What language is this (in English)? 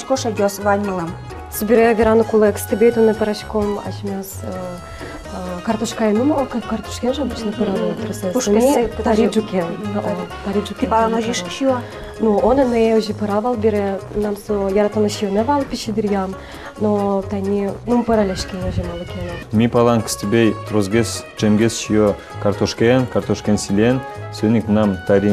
Udmurt